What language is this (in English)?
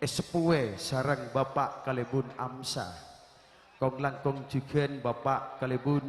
Madurese